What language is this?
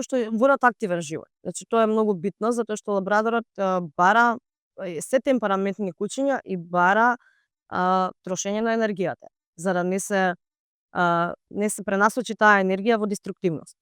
Macedonian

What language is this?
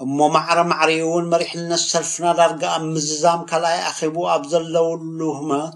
Tigrinya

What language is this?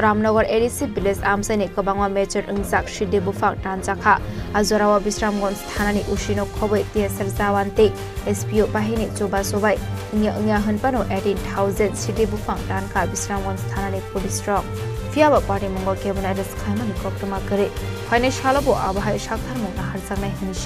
Kok Borok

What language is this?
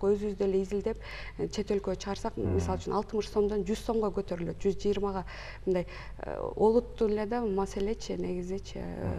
Kyrgyz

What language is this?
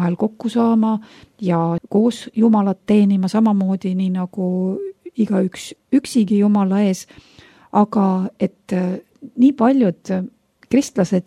Estonian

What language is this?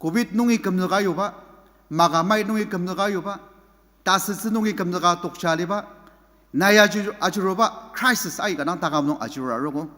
Ao Naga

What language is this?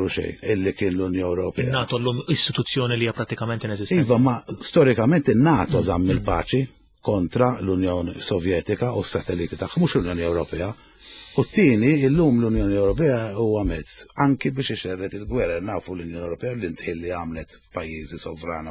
Maltese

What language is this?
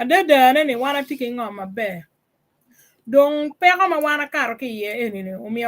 Acoli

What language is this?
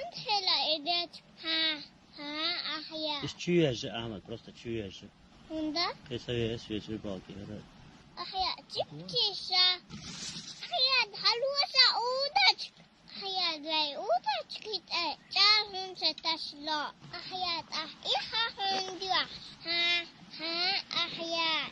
Chechen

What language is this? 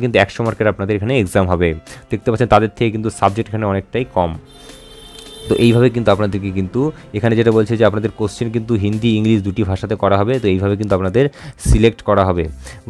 Bangla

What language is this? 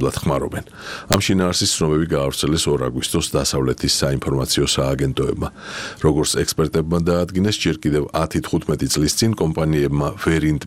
Georgian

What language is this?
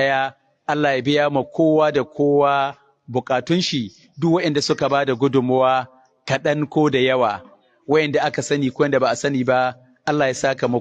Hausa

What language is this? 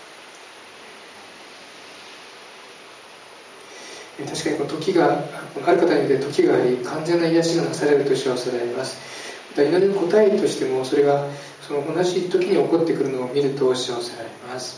Japanese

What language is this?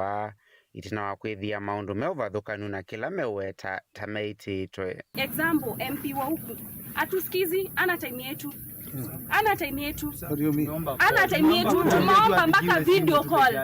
Kamba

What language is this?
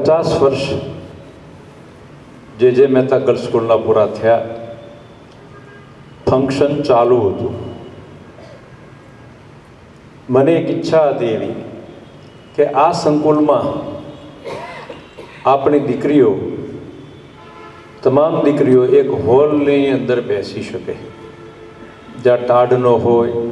Gujarati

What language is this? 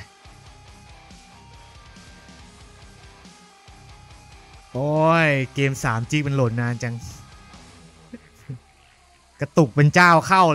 Thai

